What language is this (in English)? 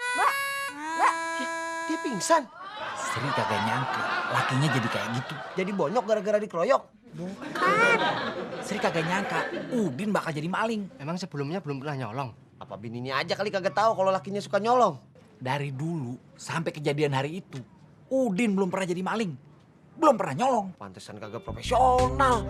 Betawi